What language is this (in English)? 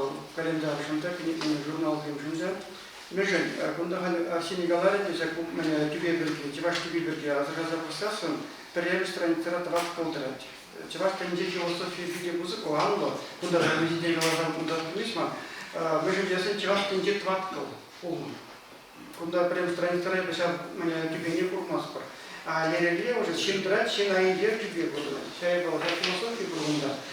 Chuvash